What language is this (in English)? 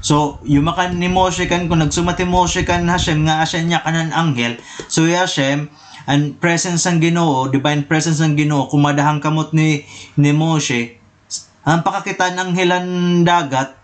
Waray